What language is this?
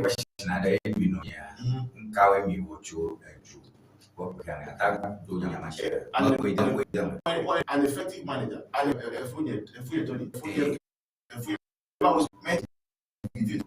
Ewe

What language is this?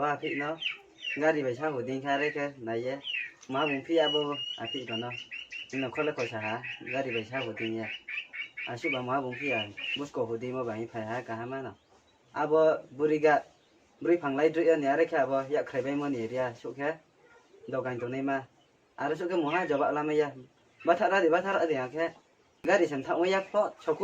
Riang (India)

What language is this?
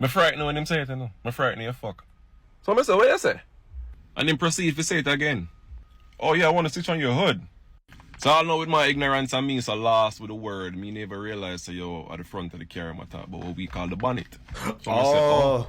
Jamaican Creole English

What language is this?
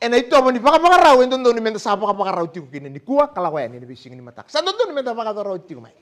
Fijian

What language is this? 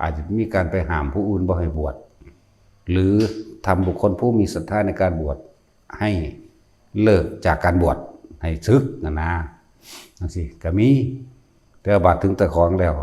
Lao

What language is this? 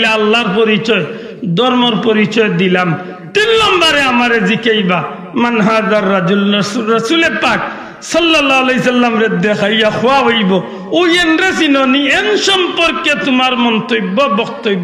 Sylheti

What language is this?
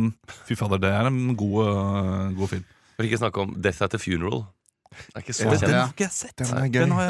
Norwegian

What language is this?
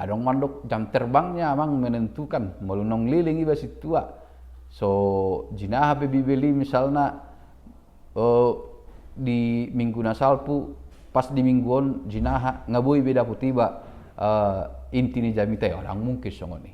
Batak Toba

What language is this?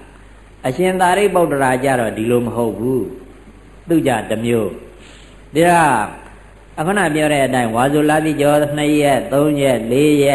Burmese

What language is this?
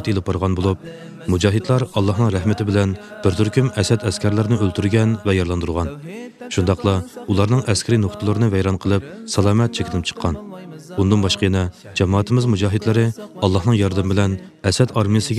Uyghur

